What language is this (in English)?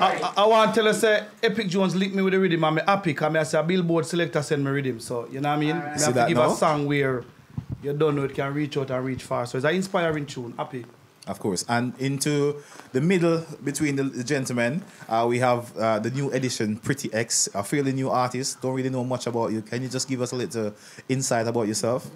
Jamaican Creole English